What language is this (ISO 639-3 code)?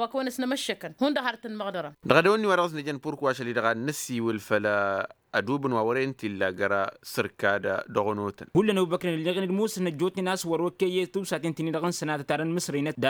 taq